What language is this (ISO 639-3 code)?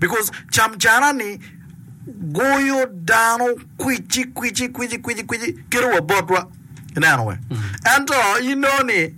ach